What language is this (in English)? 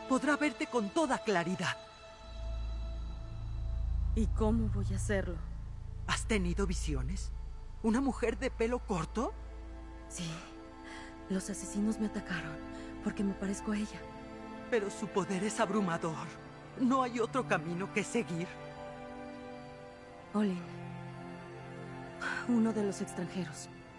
Spanish